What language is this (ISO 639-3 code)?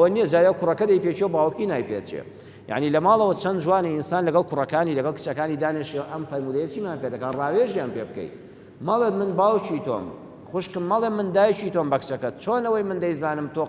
ckb